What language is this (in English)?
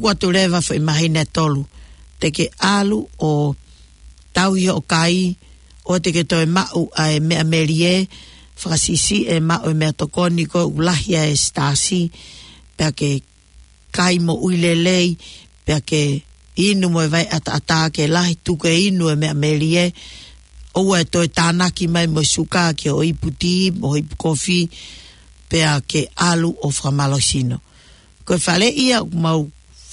Tongan